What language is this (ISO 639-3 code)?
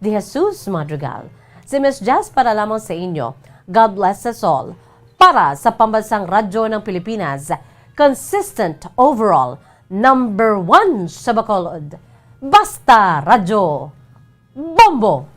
hil